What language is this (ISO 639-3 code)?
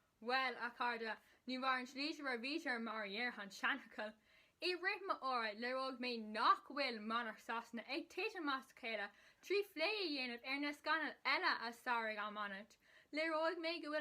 gle